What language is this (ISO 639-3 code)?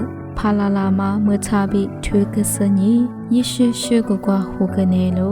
lis